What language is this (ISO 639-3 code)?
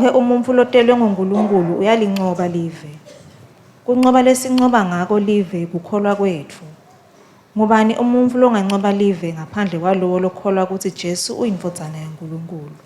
ssw